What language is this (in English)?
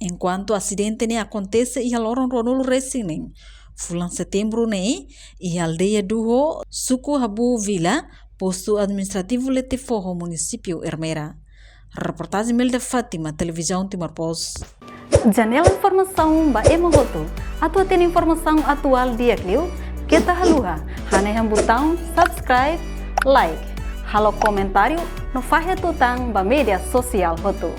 Tetum